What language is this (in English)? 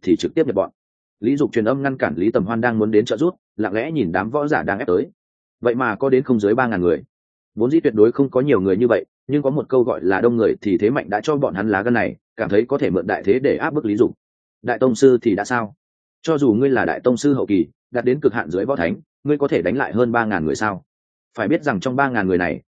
Vietnamese